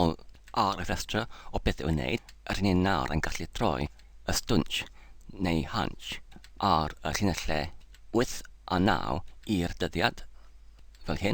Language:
Welsh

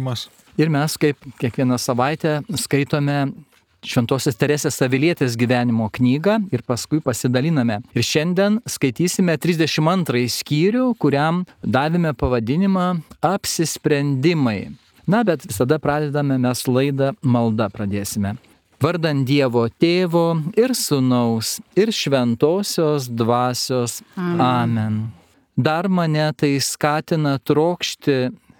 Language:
Lithuanian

